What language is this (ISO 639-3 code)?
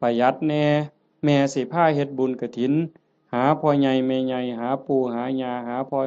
tts